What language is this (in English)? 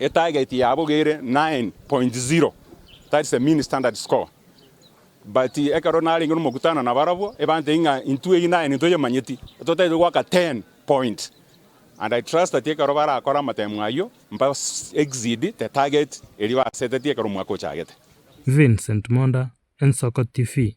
Gusii